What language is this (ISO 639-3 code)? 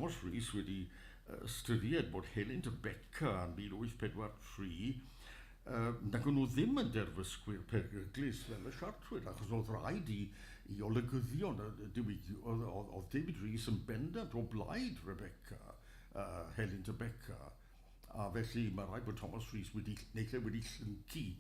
cym